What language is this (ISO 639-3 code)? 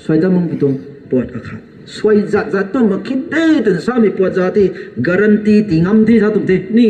nbu